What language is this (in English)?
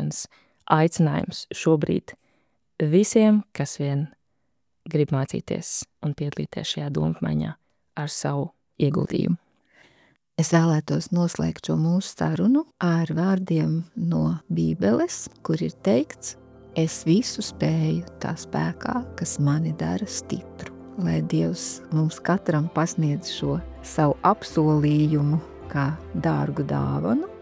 Latvian